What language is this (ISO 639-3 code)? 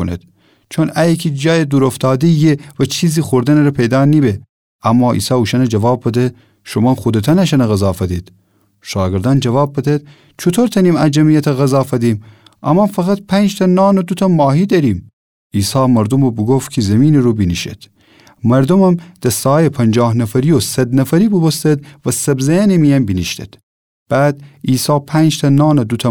glk